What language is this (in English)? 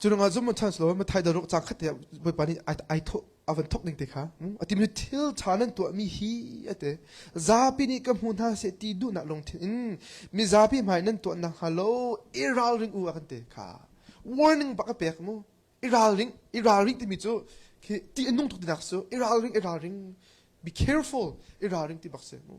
Hakha Chin